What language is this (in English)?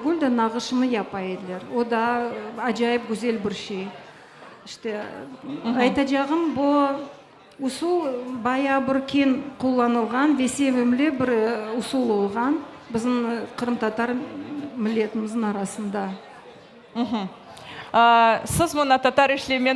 Crimean Tatar